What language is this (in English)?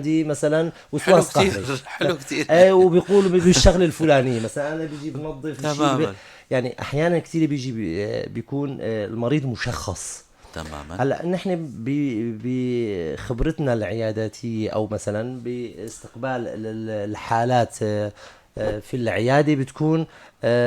North Levantine Arabic